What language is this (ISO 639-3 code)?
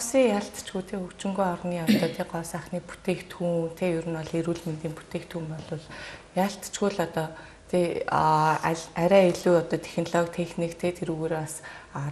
mon